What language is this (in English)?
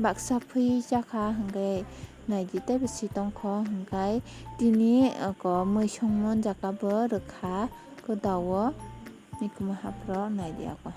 Kok Borok